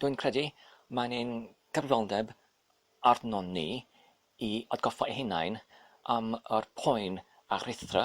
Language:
Welsh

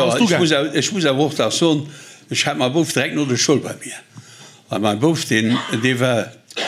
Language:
Luxembourgish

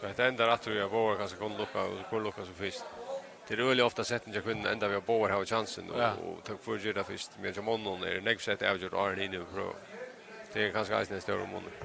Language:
Faroese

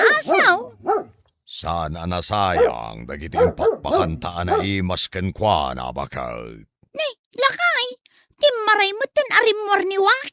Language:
Iloko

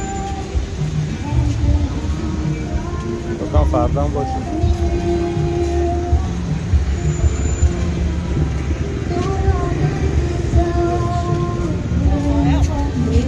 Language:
Persian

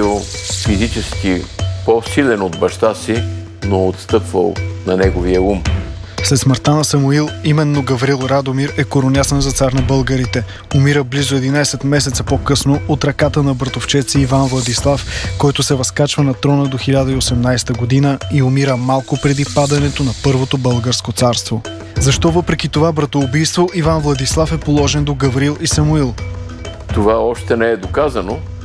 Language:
Bulgarian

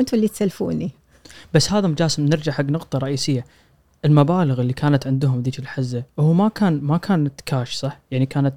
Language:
Gulf Arabic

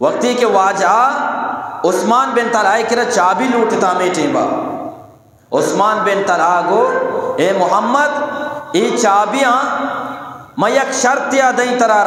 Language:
Eastern Balochi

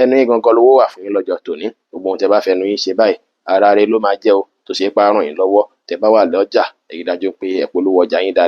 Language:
Yoruba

